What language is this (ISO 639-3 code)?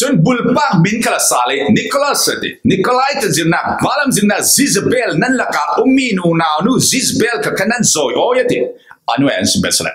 cfm